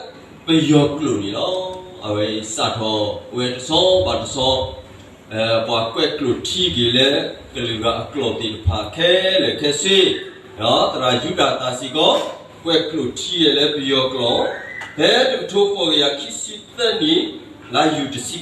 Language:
S'gaw Karen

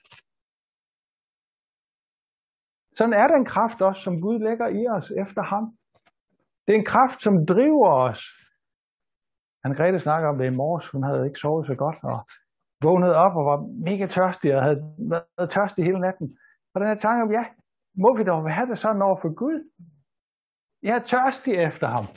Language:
Danish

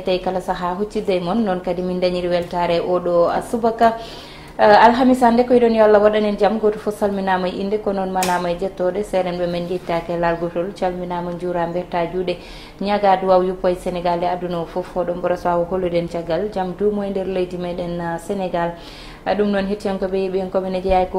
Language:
Fula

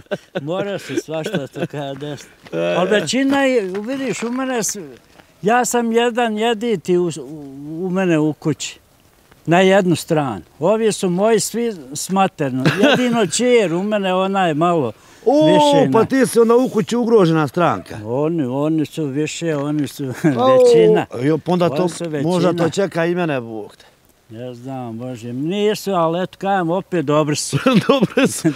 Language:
Bosnian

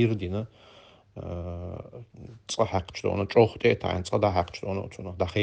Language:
Chechen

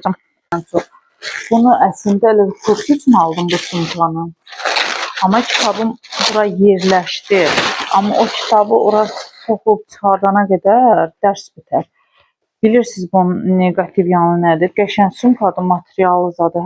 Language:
Azerbaijani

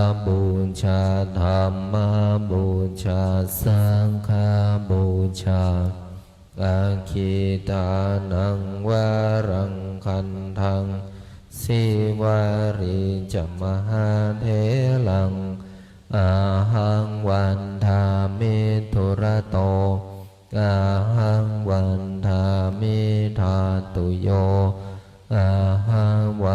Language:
Pali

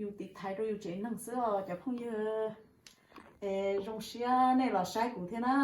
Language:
Hmong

